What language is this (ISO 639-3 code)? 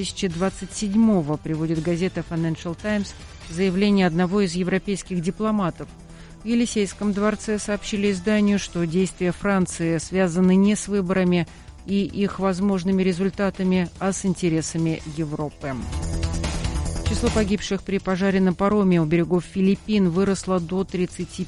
rus